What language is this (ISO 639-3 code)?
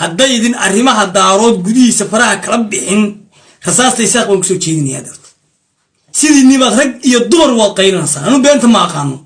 som